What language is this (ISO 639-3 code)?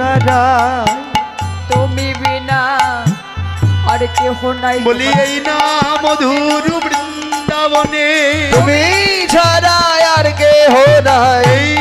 ben